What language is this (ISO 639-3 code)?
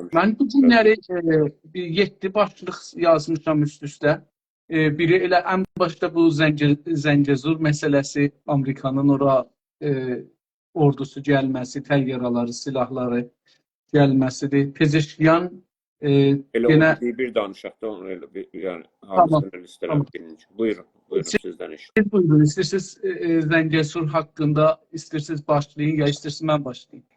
azb